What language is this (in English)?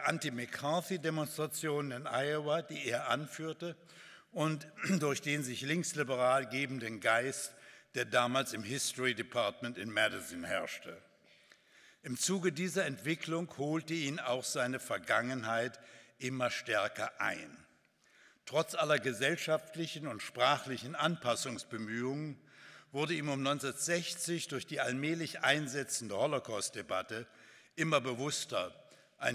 German